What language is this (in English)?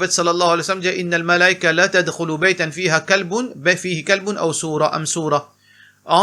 Morisyen